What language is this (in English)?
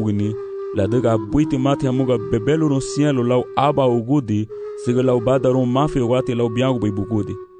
Garifuna